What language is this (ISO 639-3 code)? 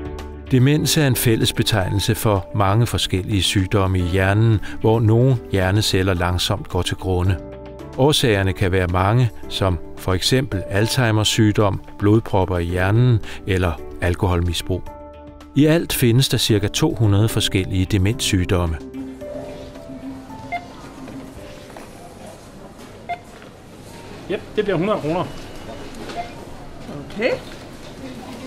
dan